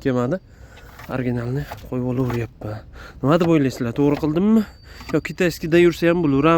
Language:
Uzbek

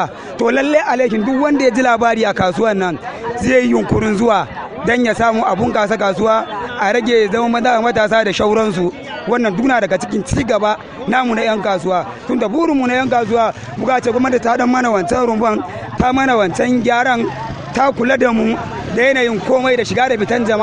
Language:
Hausa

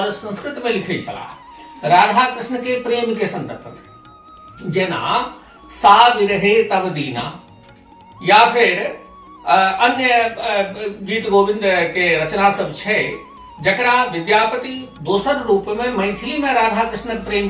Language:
Maithili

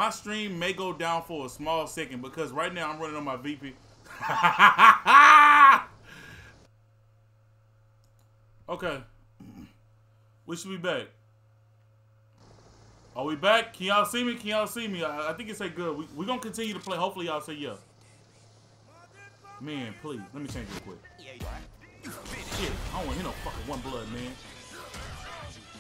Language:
English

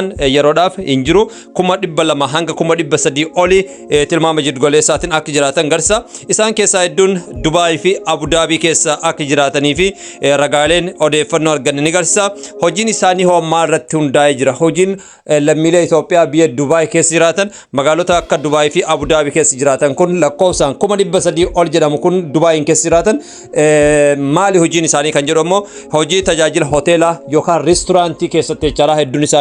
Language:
Oromo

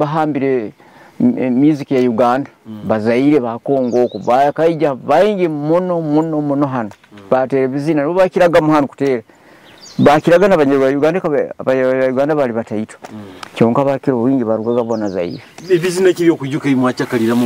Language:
Nyoro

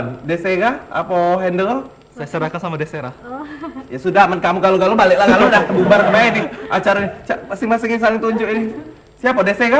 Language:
Musi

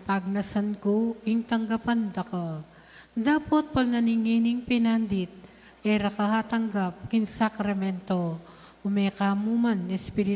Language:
Pampanga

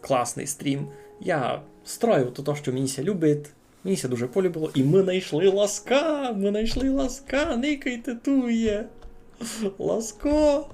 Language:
Rusyn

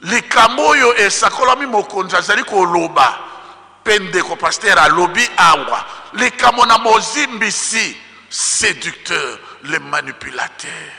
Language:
Lingala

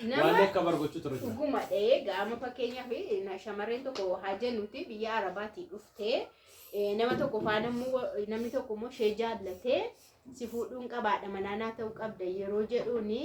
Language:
Oromo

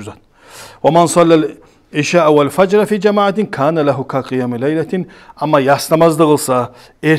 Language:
Kumyk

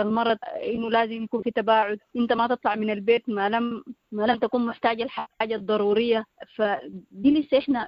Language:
Sudanese Arabic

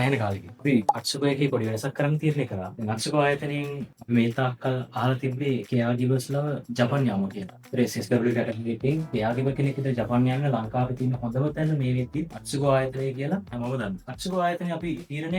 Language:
Sinhala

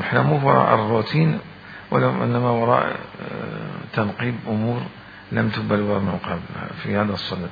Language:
Mesopotamian Arabic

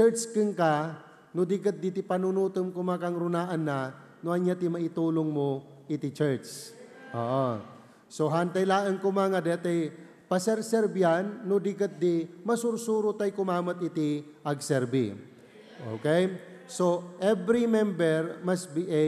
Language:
Iloko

